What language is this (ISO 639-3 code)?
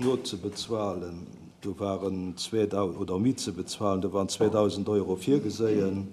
ltz